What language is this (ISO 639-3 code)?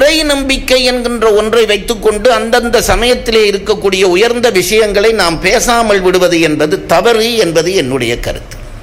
tam